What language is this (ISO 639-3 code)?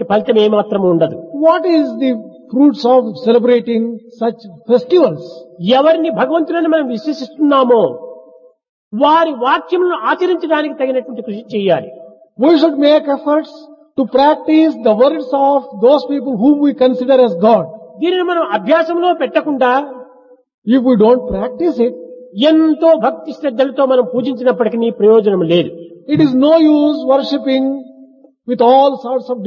tel